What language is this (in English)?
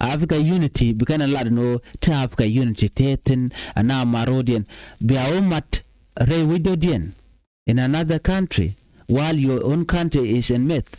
Nuer